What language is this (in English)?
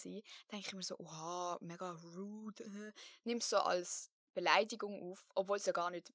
Swiss German